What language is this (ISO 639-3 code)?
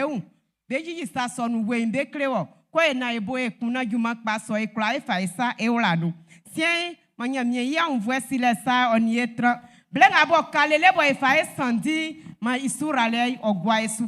bci